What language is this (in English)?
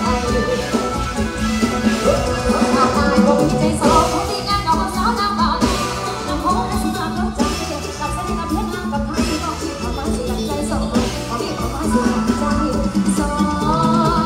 Thai